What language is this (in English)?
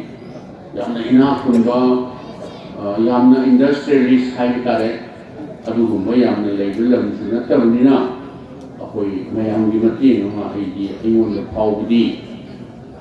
Manipuri